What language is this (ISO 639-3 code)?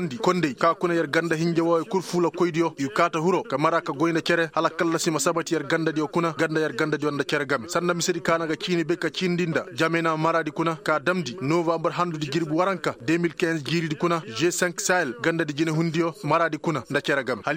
ses